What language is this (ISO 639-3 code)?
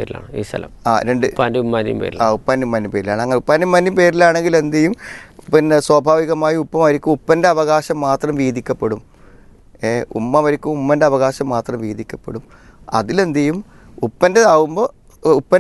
mal